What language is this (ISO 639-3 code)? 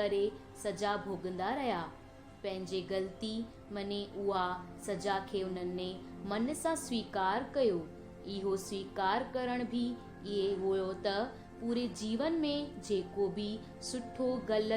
snd